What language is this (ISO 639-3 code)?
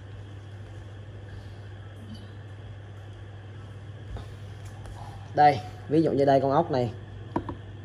vie